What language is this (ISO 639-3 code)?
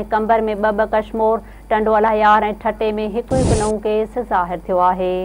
snd